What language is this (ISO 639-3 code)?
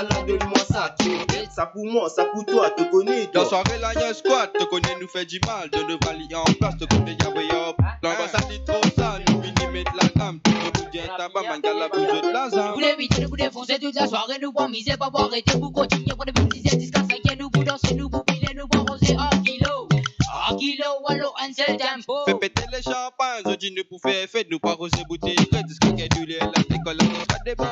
mfe